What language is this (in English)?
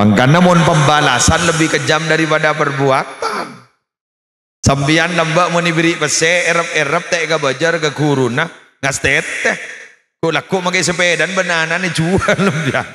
Madurese